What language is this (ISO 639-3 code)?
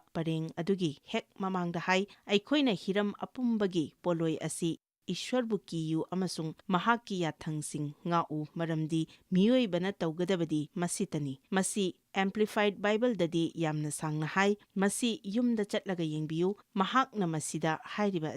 mni